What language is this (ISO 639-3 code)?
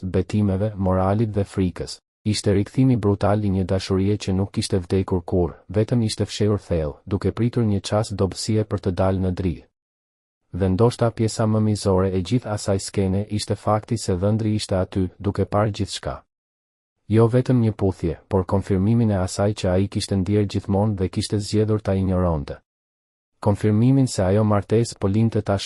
sqi